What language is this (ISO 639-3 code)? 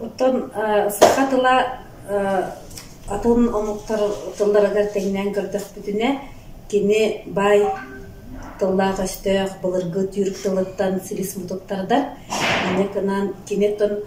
sah